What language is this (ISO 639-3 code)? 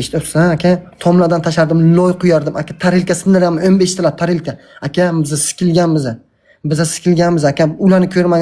uzb